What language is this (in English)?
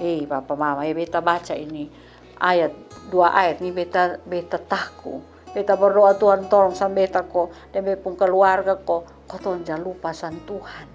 Kupang Malay